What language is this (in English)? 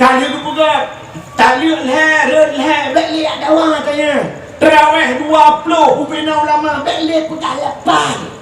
Achinese